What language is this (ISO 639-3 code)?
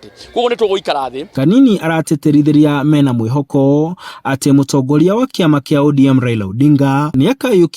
kik